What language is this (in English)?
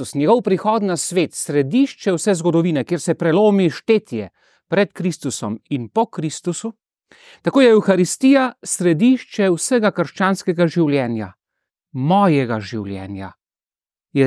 Slovenian